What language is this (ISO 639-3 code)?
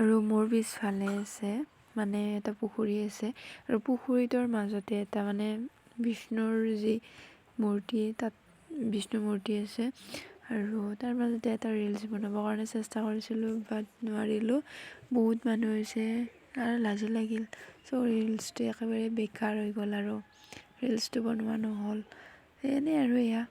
asm